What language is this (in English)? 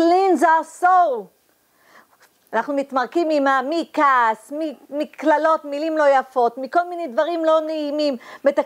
Hebrew